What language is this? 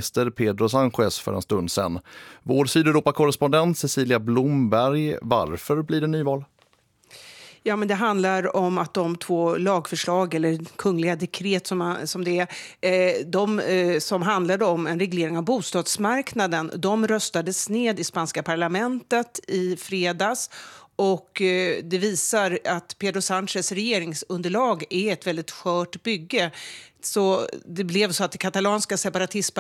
Swedish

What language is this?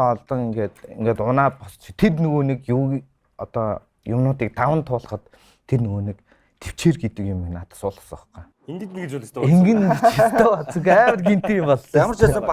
Mongolian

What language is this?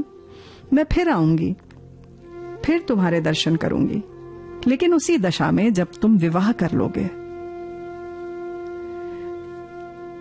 Hindi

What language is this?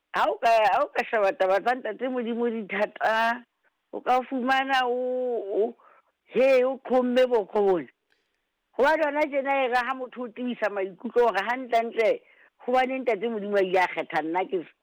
Southern Sotho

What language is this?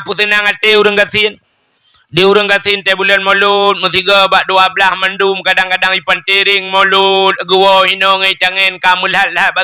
Achinese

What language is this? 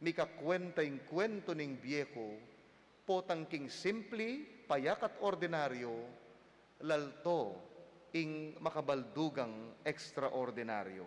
Pampanga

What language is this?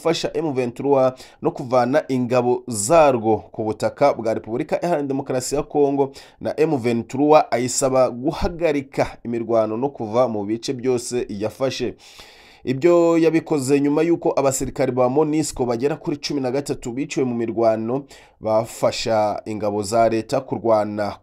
Kinyarwanda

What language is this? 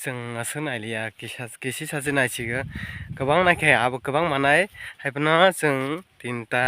Kok Borok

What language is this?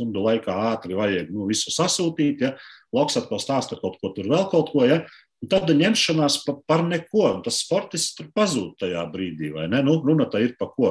Latvian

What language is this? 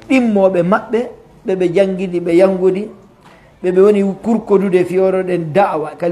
Pular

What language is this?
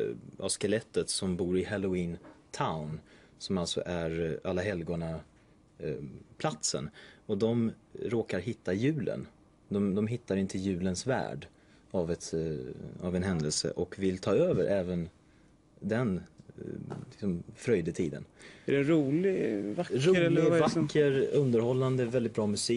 Swedish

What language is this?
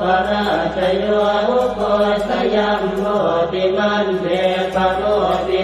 Pali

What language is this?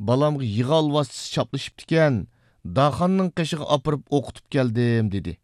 Uyghur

